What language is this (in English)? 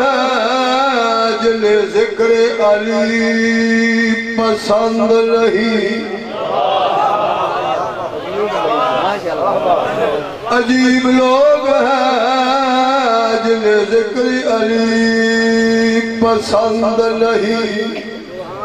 Urdu